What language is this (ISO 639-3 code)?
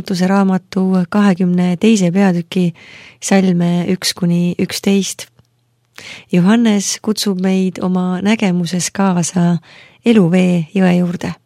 est